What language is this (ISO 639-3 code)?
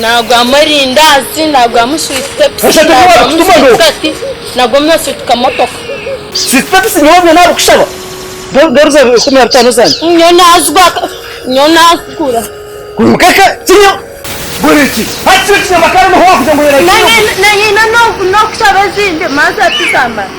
nyn